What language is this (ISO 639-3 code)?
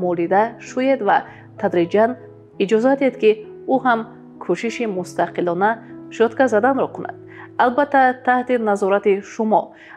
tgk